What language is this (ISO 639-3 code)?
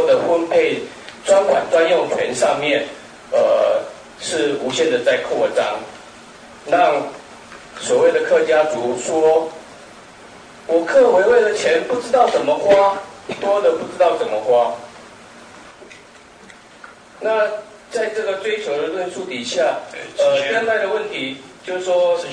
zho